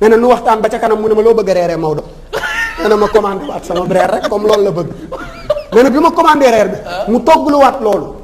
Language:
Wolof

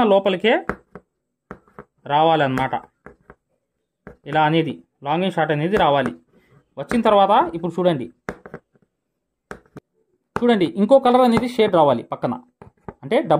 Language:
Telugu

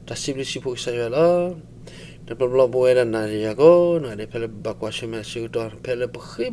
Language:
S'gaw Karen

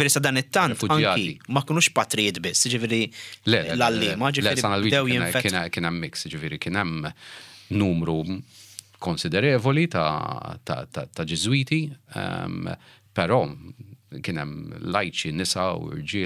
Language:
Maltese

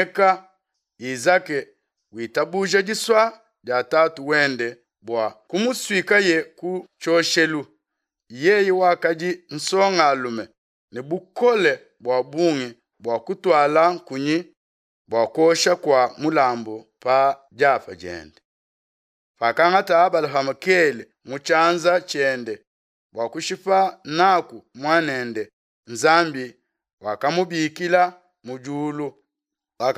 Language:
Luba-Lulua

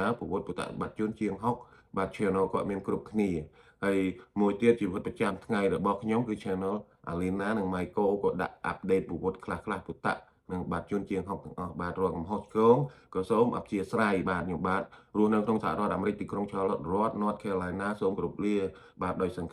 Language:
Khmer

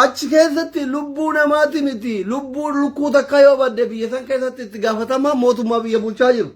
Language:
Oromo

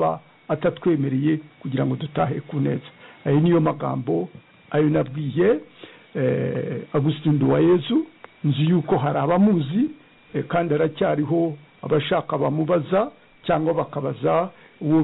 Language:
Kinyarwanda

